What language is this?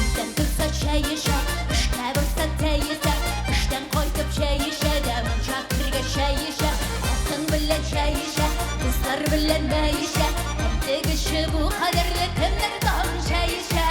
Tatar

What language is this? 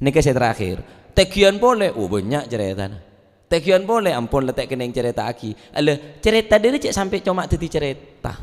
Madurese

